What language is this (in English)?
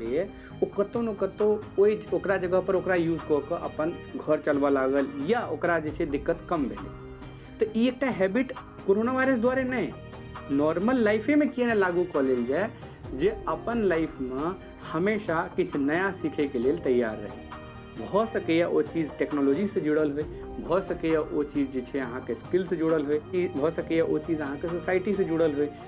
Maithili